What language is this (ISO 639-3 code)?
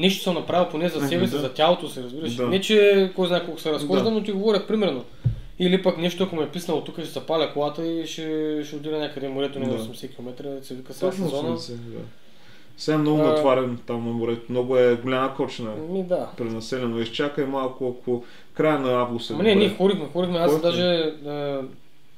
bul